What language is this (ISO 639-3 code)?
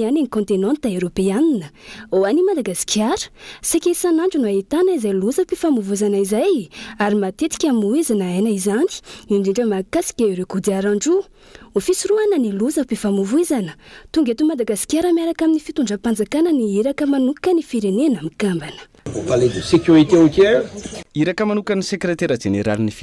mlg